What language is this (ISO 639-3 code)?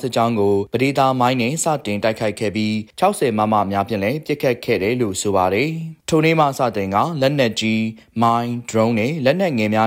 mya